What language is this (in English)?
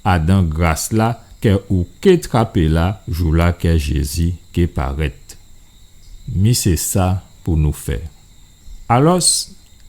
Guadeloupean Creole French